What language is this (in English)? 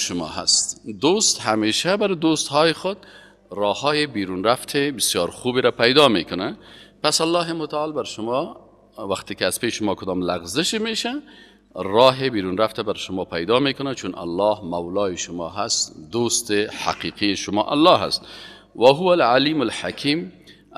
Persian